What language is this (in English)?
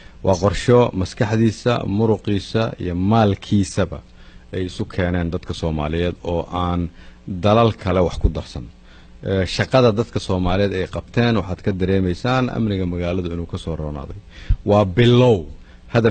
Somali